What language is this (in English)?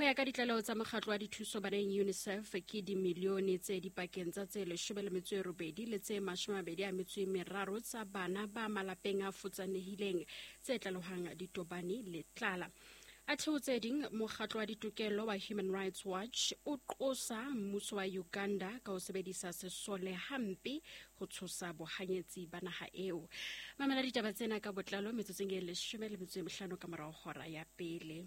Southern Sotho